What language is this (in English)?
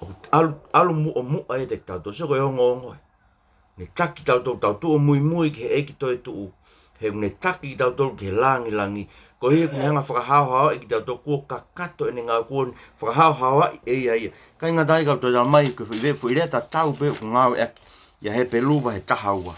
Tongan